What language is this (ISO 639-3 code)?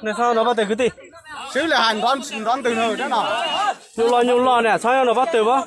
hmn